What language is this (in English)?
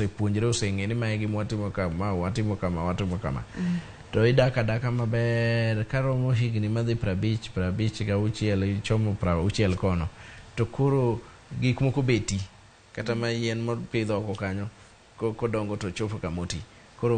Luo (Kenya and Tanzania)